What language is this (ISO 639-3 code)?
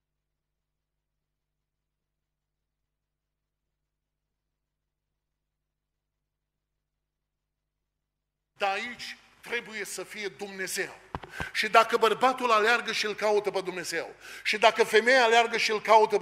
ron